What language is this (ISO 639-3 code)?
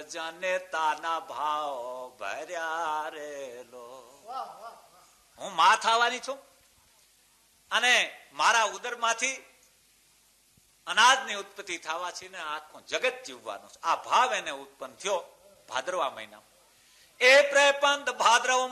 guj